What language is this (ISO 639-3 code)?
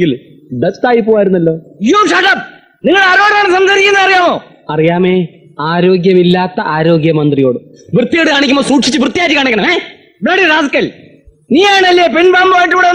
mal